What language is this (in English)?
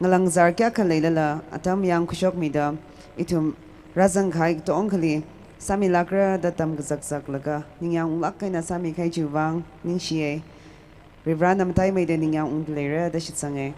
Tangkhul Naga (India)